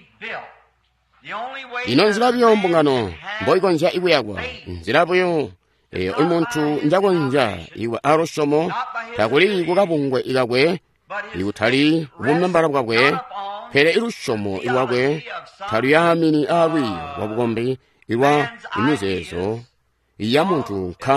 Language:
Tonga (Zambia)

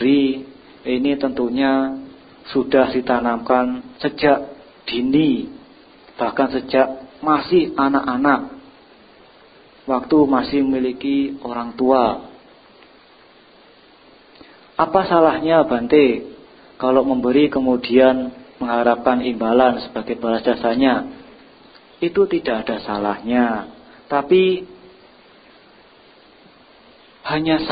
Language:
Indonesian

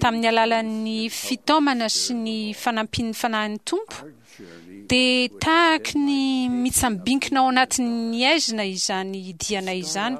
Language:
Malagasy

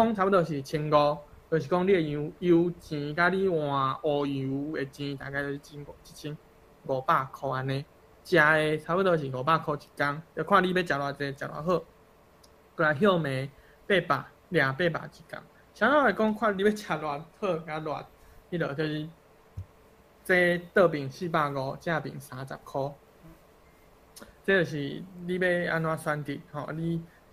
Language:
Min Nan Chinese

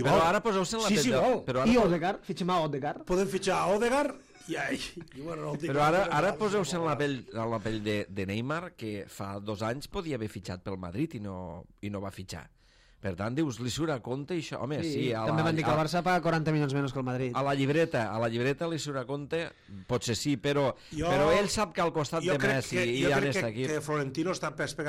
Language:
Catalan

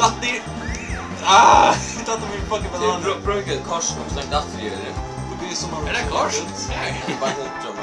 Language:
Faroese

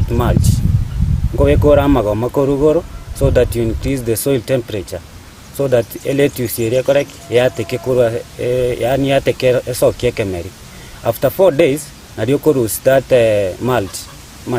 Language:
Gusii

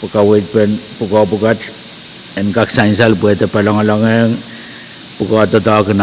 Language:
Pohnpeian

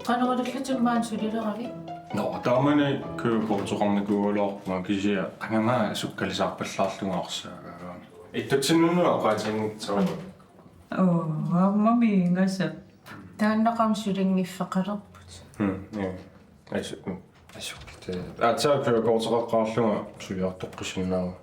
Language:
Kalaallisut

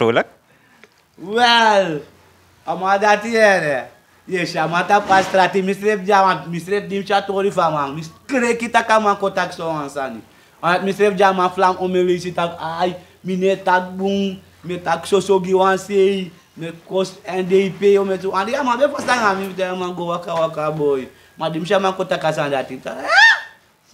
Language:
Sranan Tongo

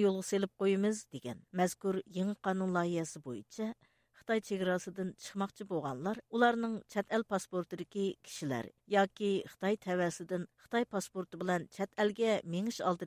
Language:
Uyghur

